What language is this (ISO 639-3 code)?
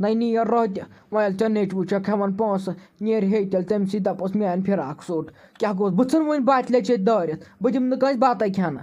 kas